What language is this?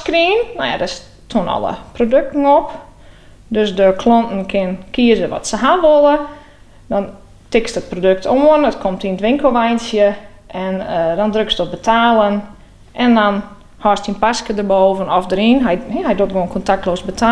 Western Frisian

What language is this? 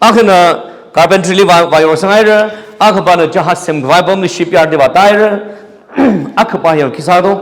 Tangkhul Naga (India)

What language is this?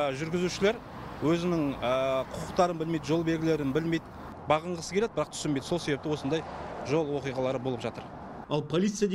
Kazakh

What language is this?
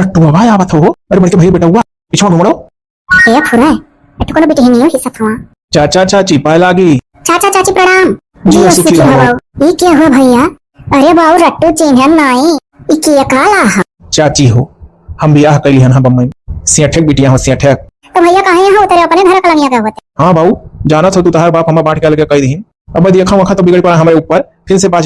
Awadhi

